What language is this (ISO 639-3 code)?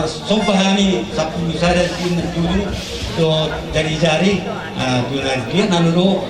bbc